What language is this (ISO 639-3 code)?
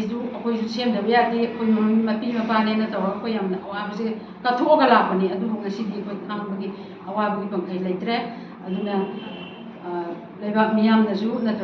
mni